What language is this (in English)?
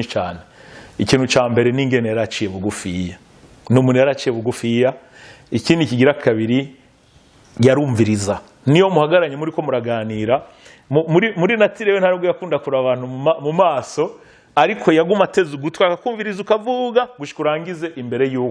Rundi